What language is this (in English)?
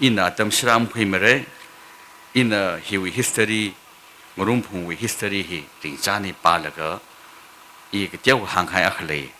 Tangkhul Naga (India)